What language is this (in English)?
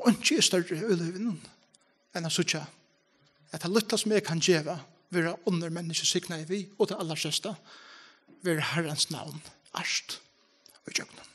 Faroese